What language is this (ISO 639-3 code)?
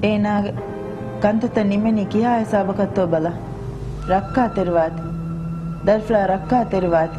div